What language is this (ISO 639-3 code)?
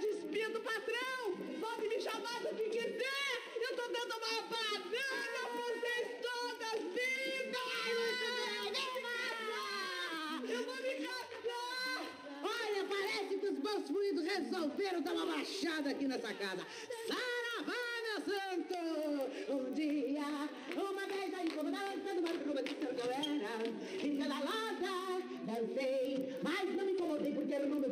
por